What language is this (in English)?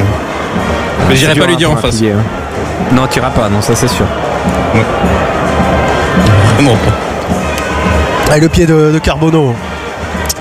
French